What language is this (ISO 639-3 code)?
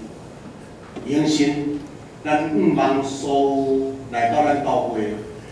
zho